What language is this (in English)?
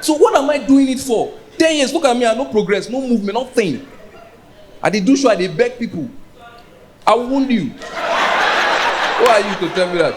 Nigerian Pidgin